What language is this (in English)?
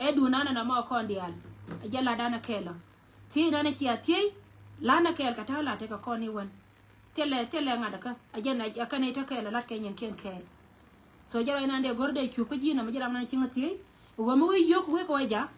Nuer